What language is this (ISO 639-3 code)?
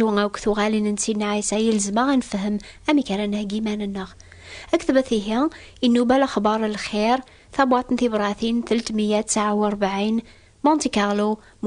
kab